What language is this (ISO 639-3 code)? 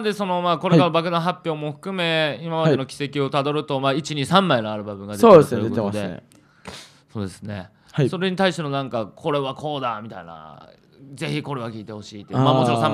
jpn